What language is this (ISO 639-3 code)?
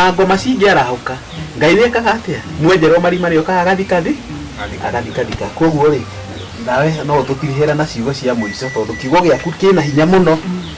kik